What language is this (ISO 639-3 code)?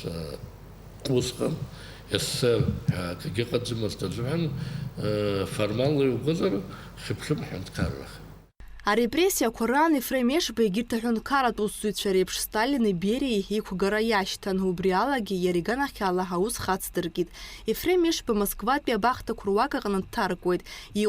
abk